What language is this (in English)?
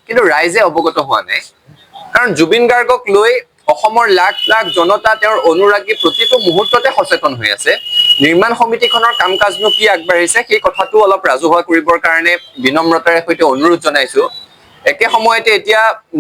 Assamese